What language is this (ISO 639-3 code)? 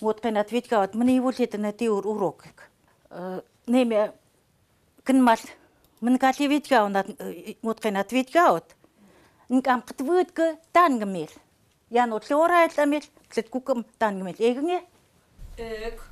ckt